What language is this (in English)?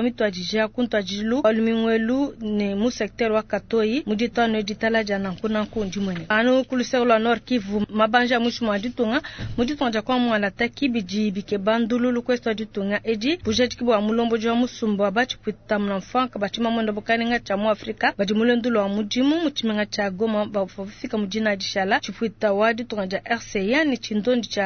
Luba-Lulua